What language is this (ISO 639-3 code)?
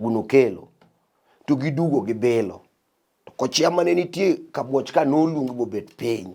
luo